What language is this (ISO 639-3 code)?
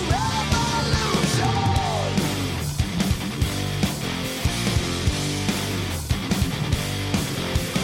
dan